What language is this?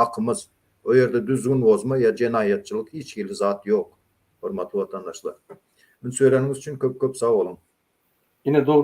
Turkmen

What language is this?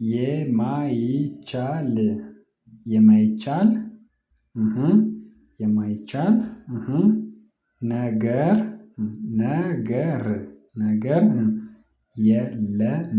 Amharic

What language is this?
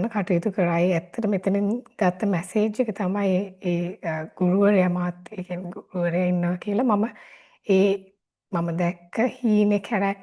Sinhala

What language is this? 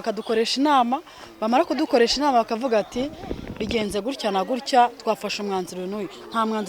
Kinyarwanda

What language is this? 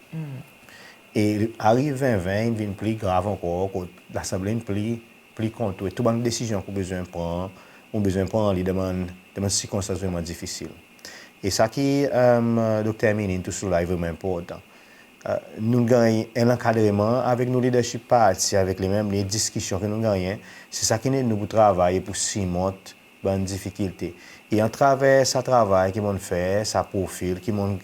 Seselwa Creole French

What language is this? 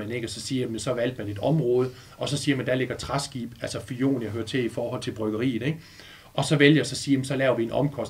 Danish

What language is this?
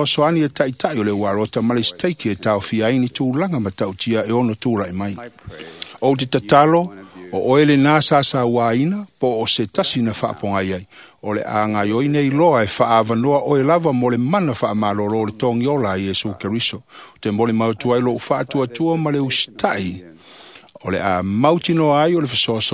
Samoan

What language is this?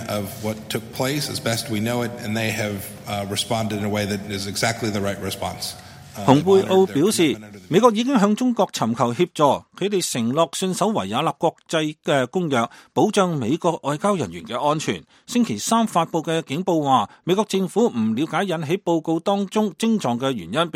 Cantonese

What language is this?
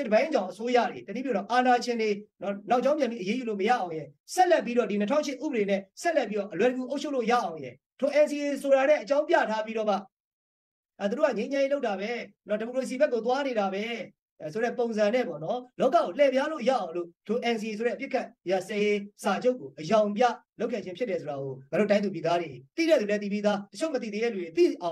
Burmese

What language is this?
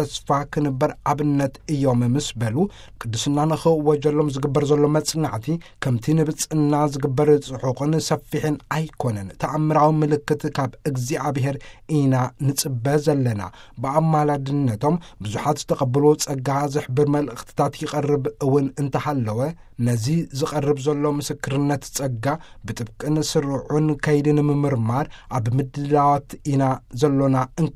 Tigrinya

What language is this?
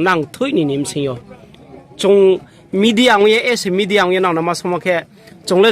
Riang (India)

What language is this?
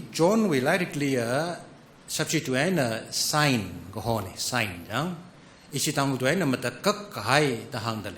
Tangkhul Naga (India)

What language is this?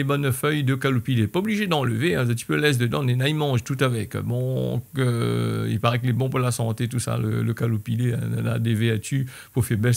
Réunion Creole French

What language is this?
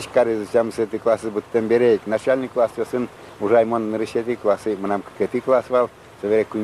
Udmurt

